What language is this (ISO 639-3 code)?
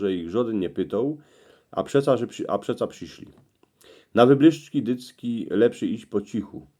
szl